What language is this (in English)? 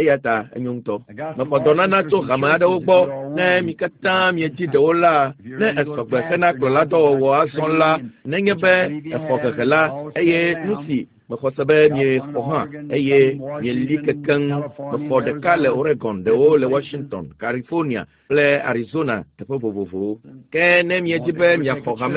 Ewe